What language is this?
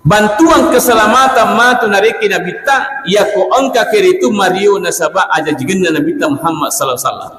Buginese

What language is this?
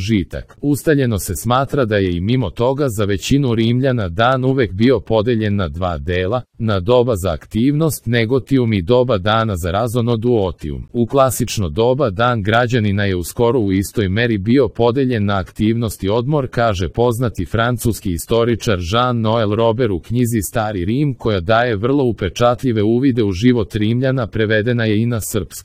Serbian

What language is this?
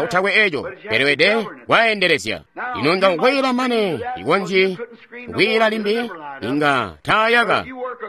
Tonga (Zambia)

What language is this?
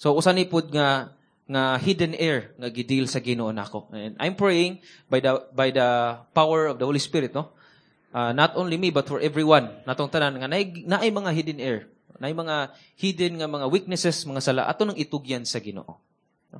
Cebuano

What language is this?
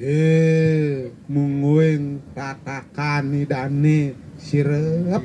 Balinese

